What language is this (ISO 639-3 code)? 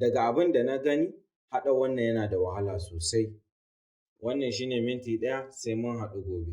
hau